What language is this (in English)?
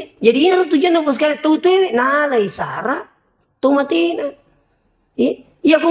Buginese